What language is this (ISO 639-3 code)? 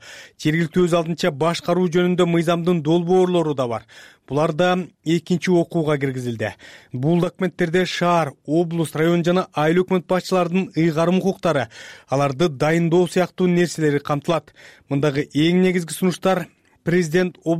kir